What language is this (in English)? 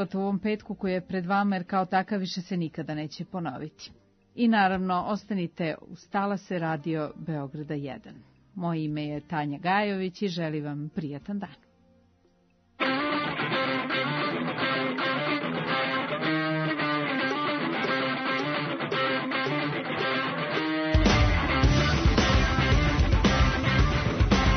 Serbian